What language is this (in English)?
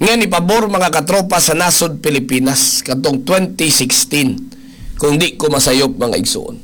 Cebuano